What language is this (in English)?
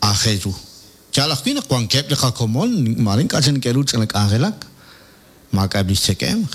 Kekchí